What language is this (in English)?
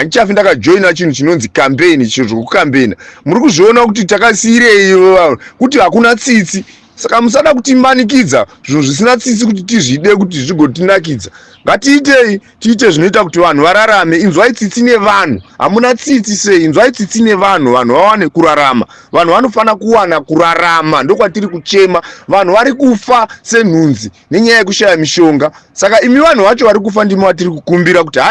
Shona